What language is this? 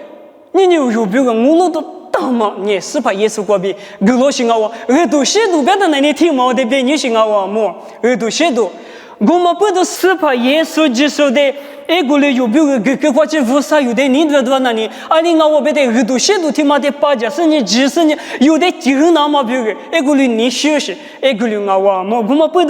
Lisu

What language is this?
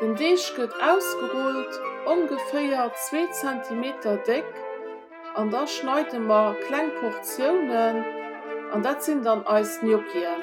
Luxembourgish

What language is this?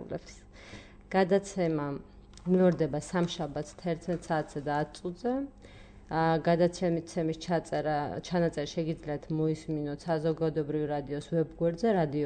Georgian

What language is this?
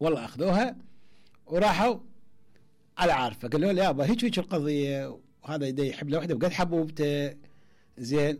Mesopotamian Arabic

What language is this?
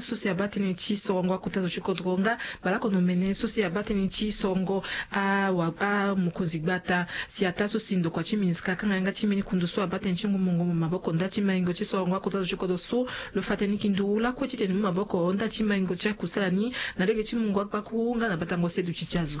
Sango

